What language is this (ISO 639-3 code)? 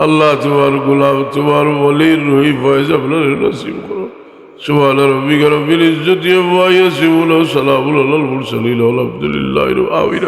syl